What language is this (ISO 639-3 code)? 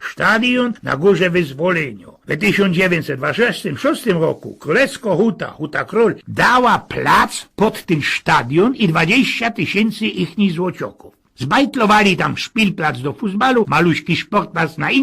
szl